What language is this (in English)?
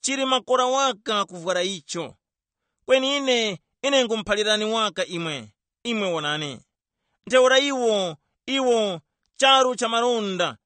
Tumbuka